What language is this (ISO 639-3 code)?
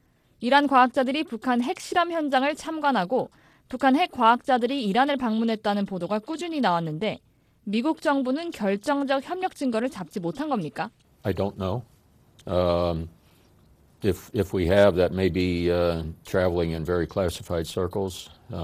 kor